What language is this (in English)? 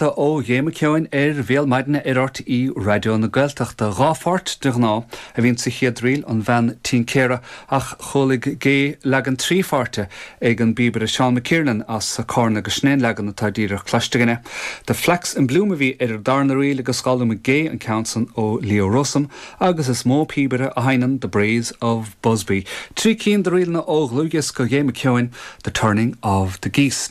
Irish